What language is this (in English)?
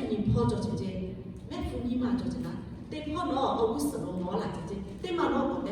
Lahu